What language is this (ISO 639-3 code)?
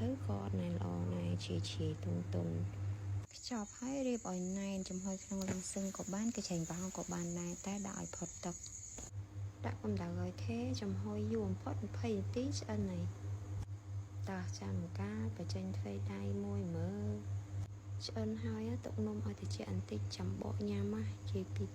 khm